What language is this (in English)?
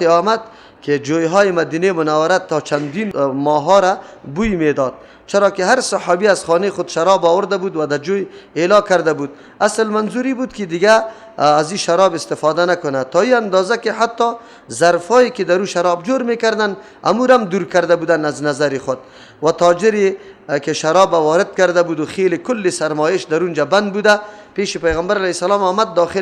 Persian